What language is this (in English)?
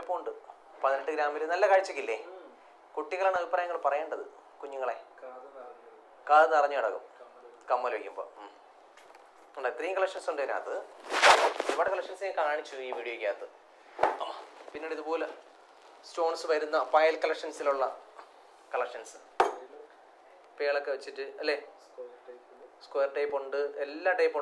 Malayalam